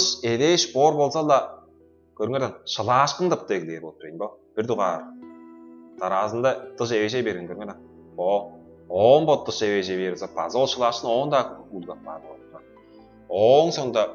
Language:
Tuvinian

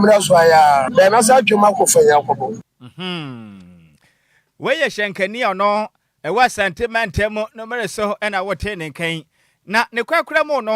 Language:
Akan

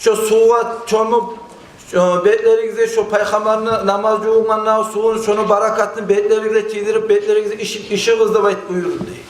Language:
Kumyk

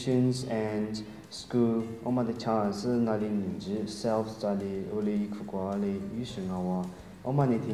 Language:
Lisu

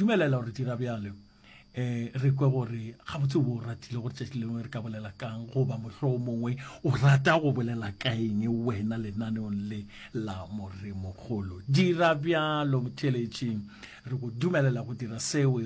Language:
Northern Sotho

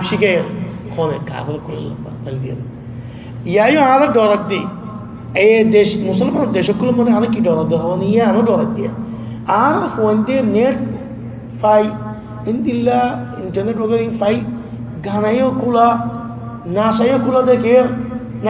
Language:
Rohingya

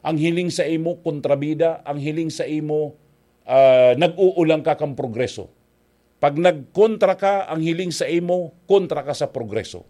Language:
Bikol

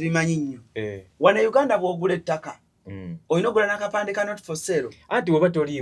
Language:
Ganda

